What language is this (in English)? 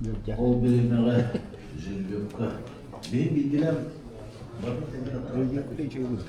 Yakut